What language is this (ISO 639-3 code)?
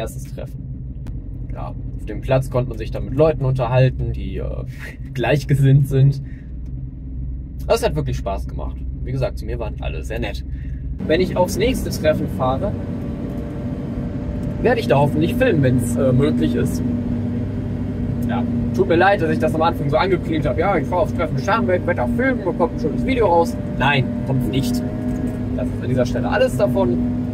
deu